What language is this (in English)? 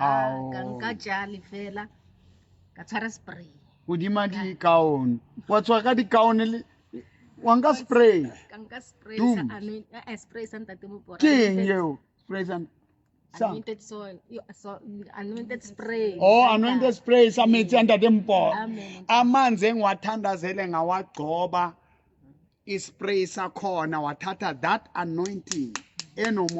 Southern Sotho